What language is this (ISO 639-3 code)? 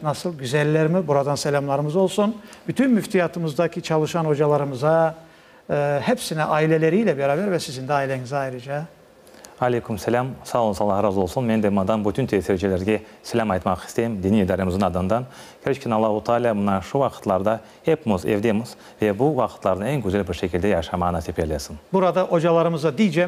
crh